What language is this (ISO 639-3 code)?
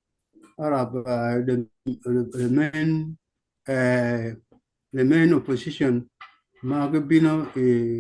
ach